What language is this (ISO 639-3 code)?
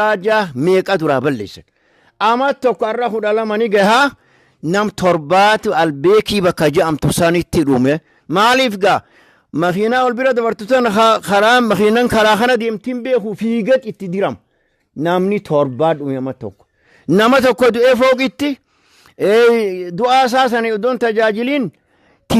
orm